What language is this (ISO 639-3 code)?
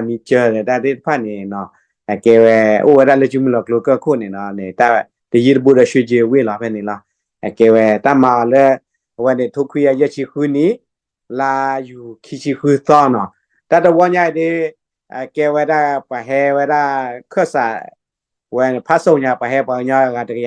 ksw